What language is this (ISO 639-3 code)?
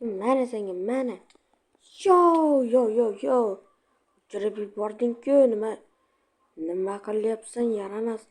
uzb